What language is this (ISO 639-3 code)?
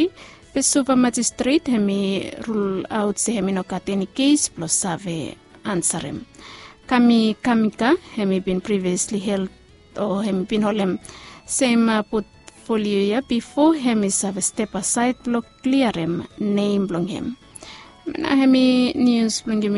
bis